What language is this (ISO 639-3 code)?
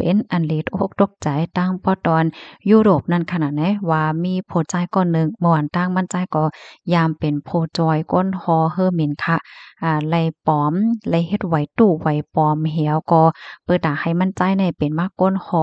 shn